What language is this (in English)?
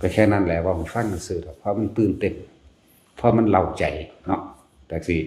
Northeastern Thai